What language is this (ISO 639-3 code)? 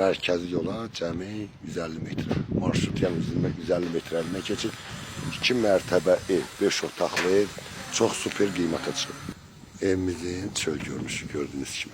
aze